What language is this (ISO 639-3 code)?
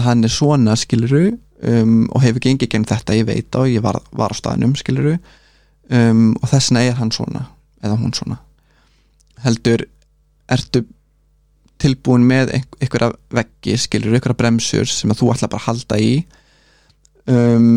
isl